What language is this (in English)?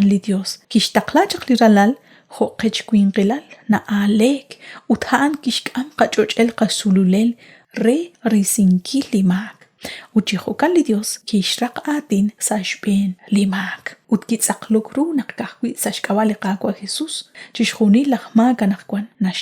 Kekchí